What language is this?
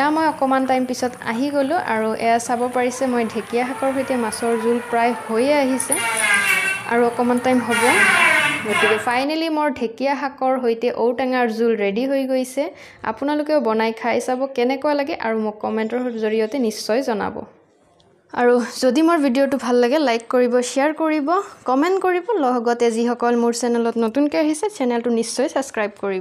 Assamese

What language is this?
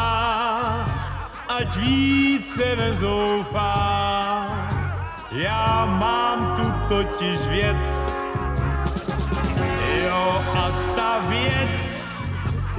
Czech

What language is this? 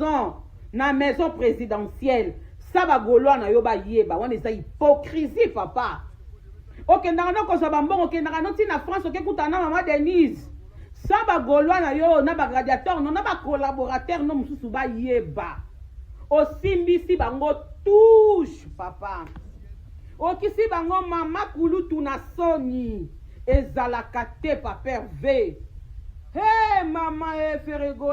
Lingala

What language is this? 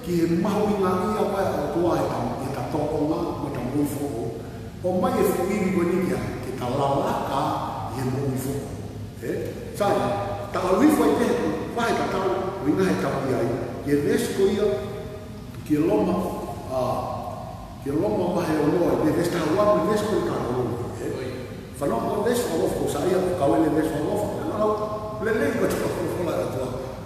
Tongan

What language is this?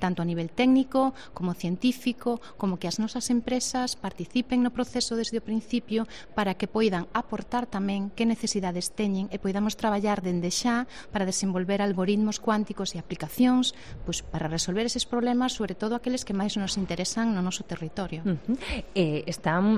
Galician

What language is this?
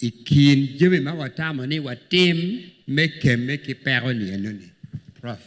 Acoli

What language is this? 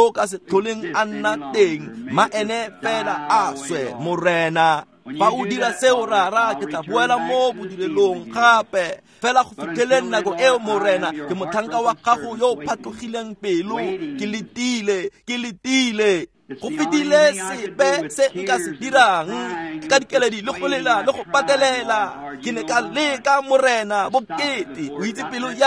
Tswana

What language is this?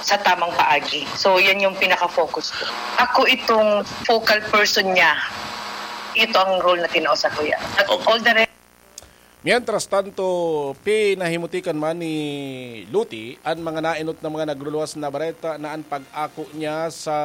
Bikol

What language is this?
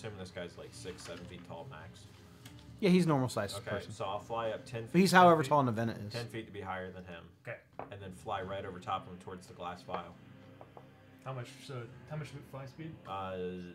English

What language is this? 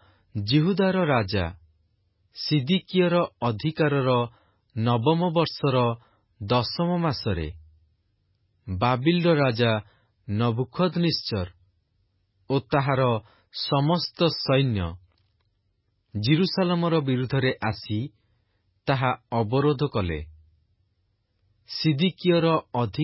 Odia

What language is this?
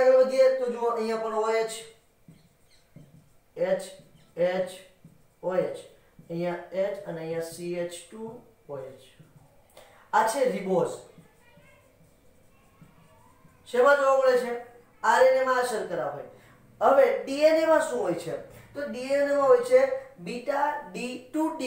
Gujarati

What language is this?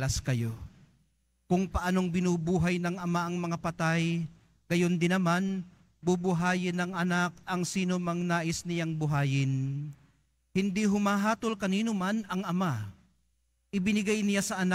Filipino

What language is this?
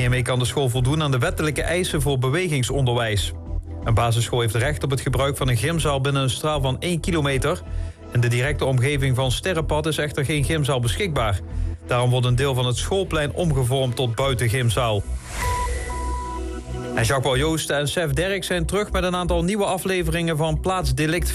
Dutch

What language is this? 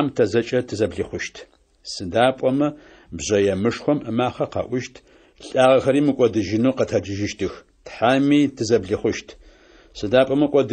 Adyghe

